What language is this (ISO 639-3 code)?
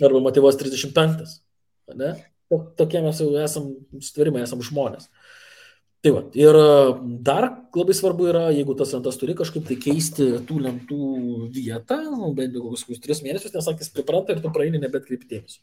lit